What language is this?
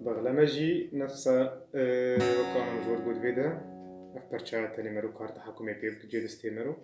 Kurdish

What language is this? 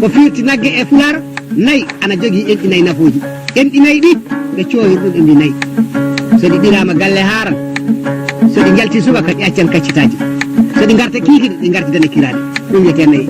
Fula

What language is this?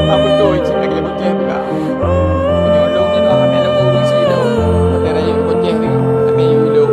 Achinese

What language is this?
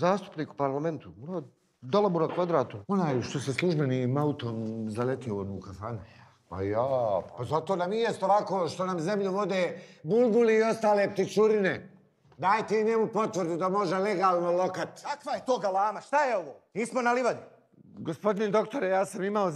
Bosnian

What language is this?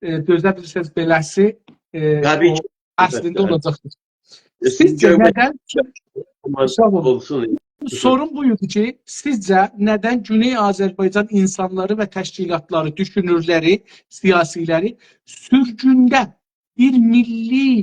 South Azerbaijani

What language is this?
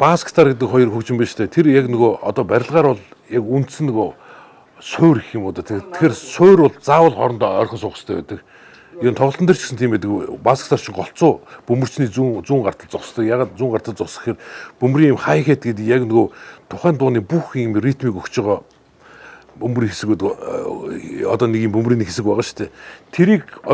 Mongolian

